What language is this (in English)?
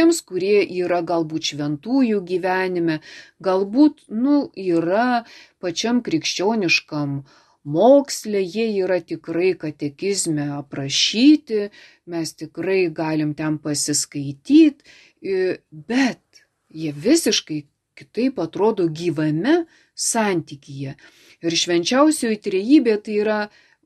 Lithuanian